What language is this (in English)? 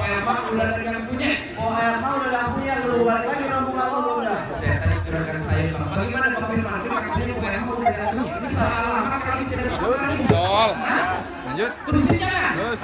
Betawi